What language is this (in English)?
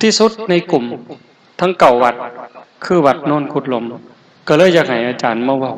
Northeastern Thai